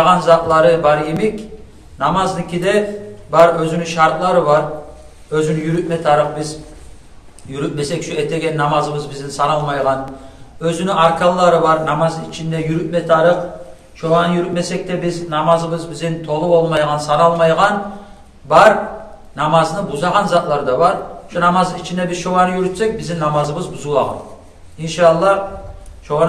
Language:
Kumyk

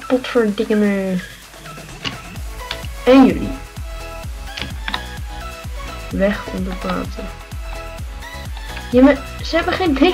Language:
Dutch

